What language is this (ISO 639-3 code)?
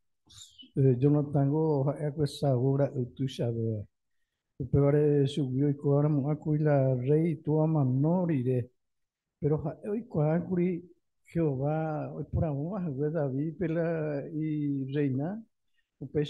grn